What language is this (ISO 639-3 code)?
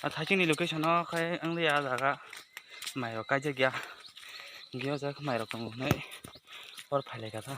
trp